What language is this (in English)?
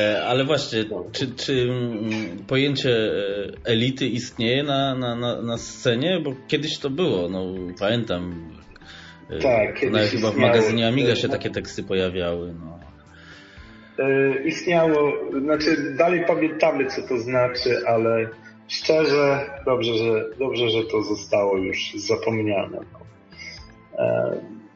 Polish